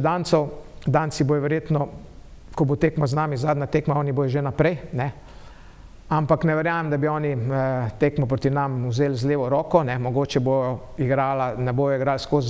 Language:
Slovenian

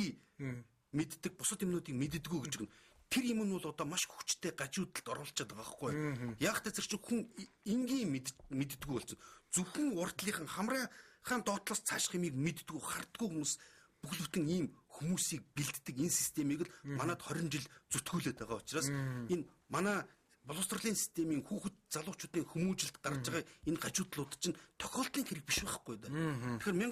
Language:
Mongolian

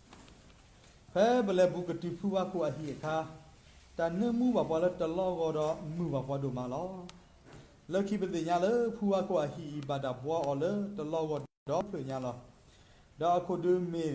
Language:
S'gaw Karen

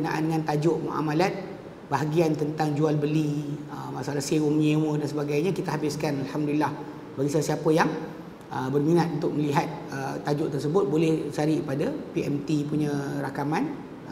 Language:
Malay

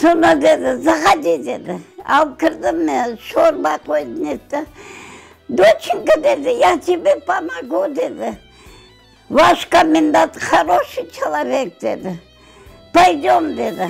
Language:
Crimean Tatar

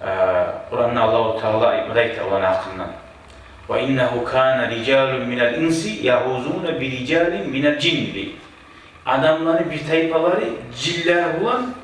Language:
Kumyk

